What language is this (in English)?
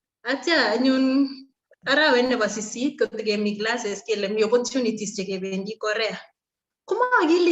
Kalenjin